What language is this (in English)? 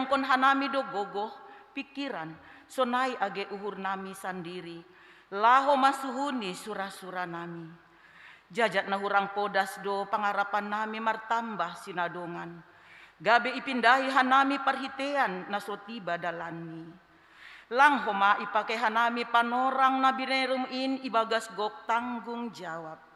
Batak Simalungun